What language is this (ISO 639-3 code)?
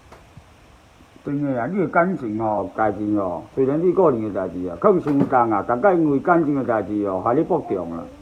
nan